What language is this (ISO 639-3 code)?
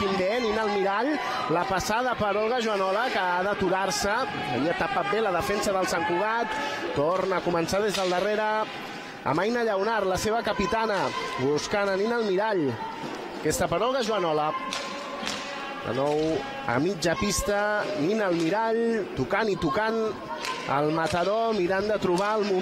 cat